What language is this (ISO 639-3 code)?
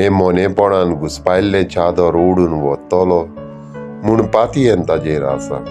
kok